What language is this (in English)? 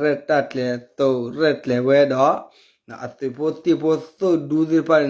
S'gaw Karen